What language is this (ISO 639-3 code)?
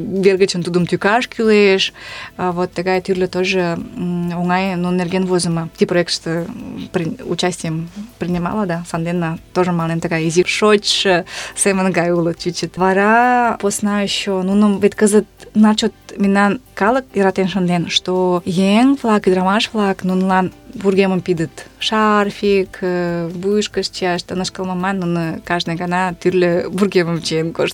chm